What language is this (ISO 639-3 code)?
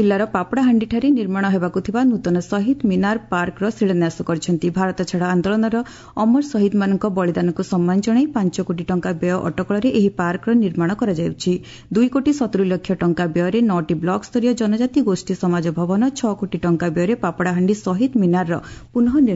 ori